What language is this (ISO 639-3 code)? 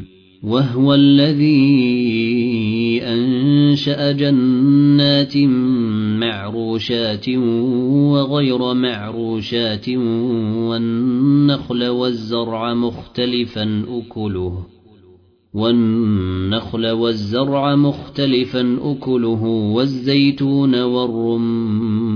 ara